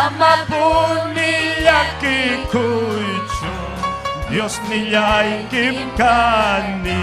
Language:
Ayacucho Quechua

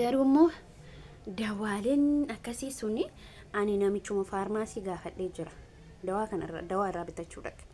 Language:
Oromo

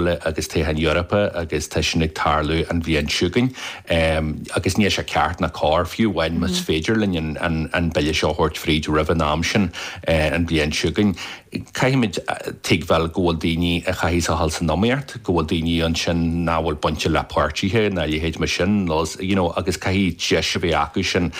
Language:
Irish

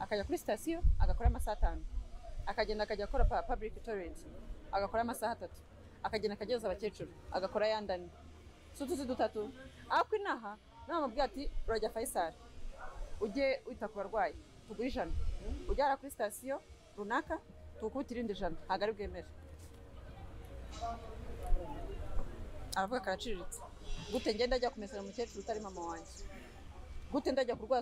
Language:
Kinyarwanda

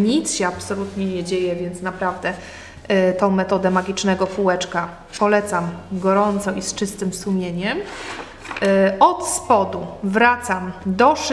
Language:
Polish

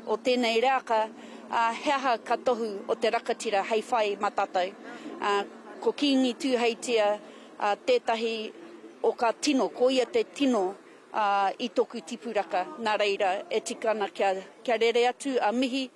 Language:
Māori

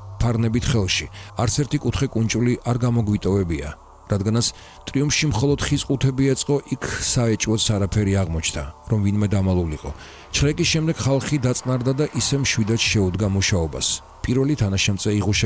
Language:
Georgian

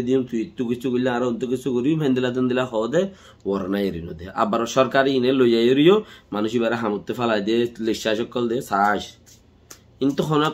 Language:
Rohingya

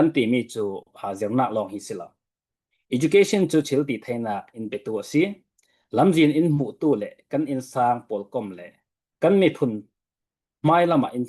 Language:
Falam Chin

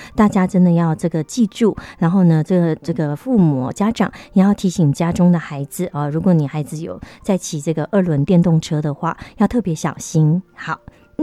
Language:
Chinese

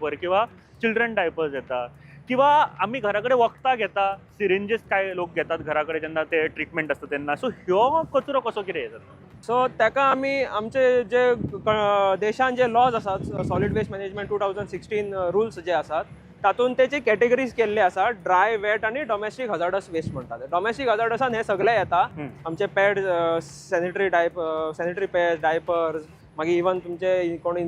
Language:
Konkani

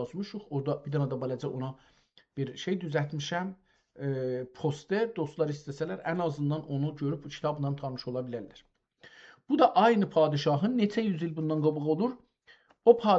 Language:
South Azerbaijani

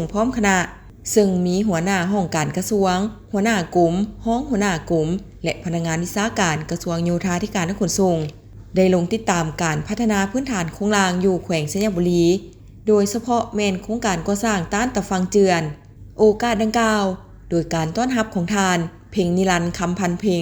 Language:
Lao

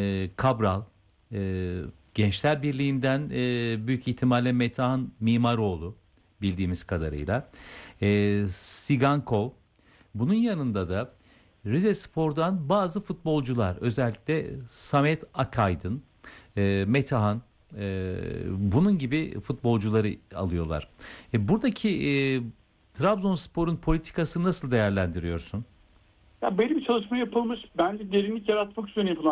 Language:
Turkish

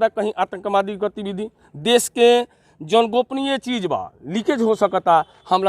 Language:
Bhojpuri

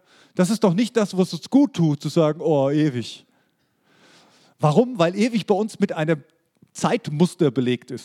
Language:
German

